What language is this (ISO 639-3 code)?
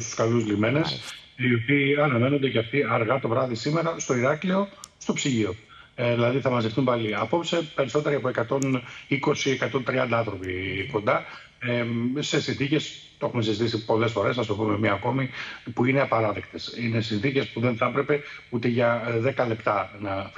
ell